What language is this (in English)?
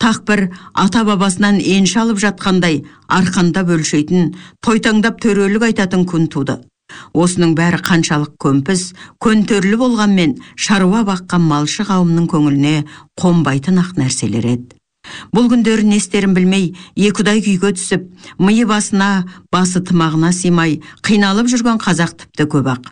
Kazakh